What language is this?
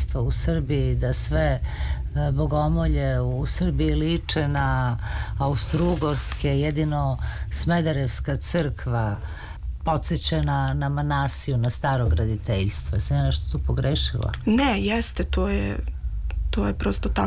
Serbian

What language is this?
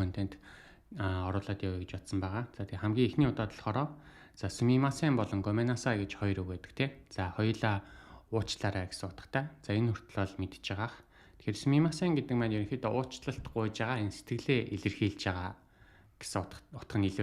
Mongolian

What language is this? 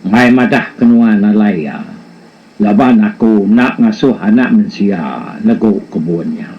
Iban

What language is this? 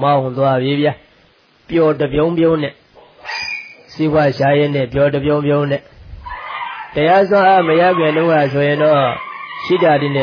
Burmese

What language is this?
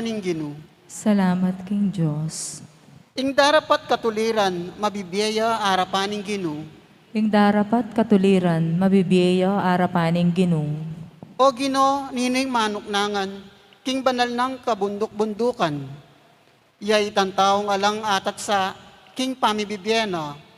Pampanga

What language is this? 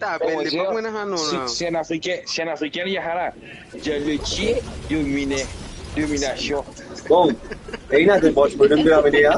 Morisyen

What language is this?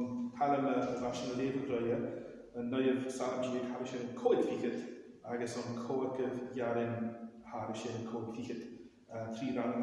Scottish Gaelic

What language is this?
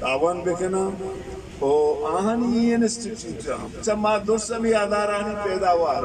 Eastern Balochi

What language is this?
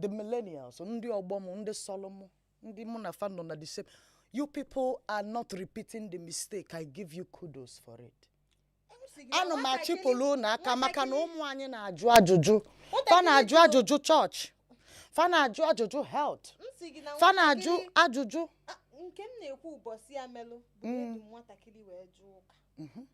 Igbo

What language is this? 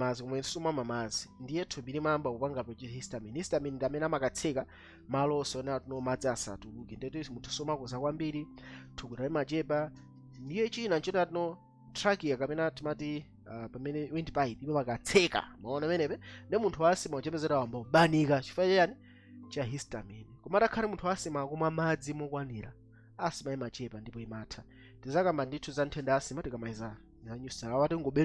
Nyanja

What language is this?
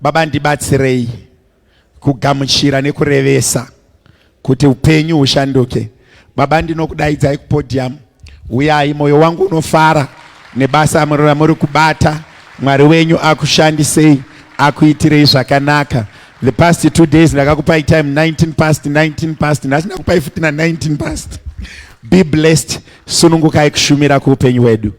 Shona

